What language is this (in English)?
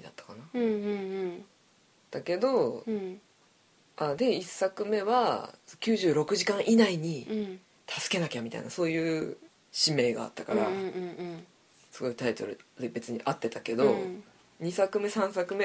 Japanese